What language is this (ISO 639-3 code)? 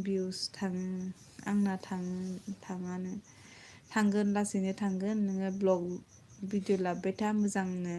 brx